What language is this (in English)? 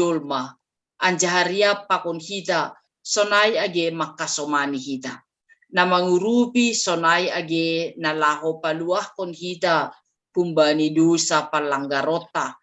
Batak Simalungun